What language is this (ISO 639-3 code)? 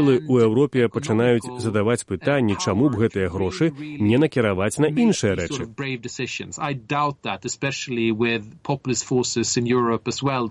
bel